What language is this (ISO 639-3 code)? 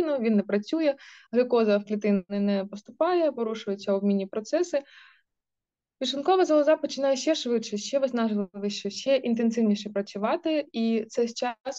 ukr